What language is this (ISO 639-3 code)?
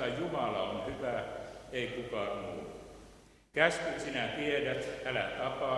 fin